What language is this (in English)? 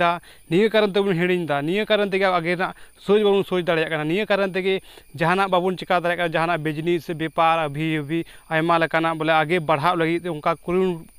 Santali